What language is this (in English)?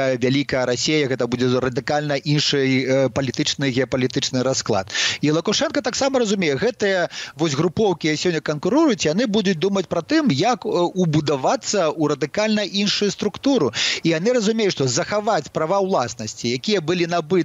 Belarusian